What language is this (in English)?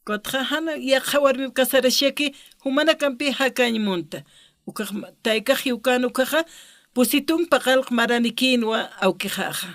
Aymara